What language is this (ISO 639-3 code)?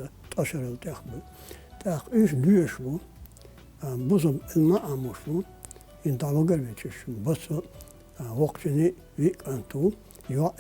che